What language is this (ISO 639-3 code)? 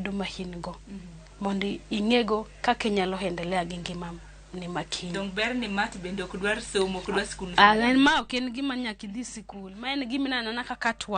luo